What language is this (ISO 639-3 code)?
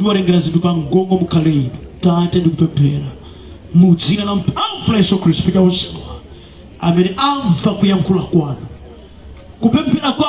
nya